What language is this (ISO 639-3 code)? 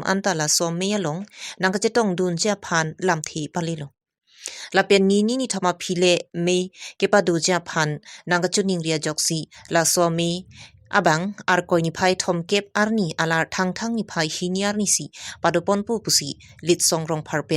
mjw